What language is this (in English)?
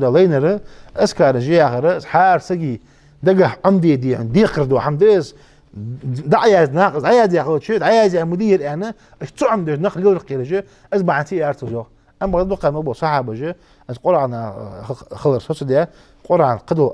Ingush